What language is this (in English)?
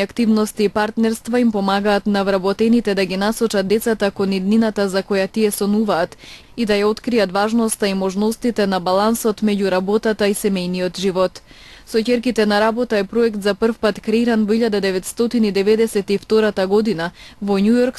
Macedonian